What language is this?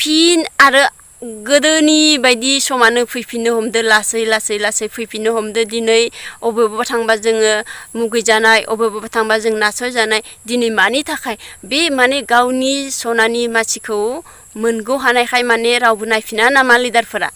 Bodo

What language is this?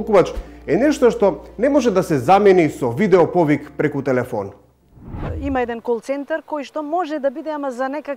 Macedonian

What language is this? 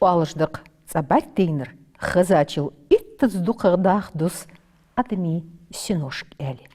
Ingush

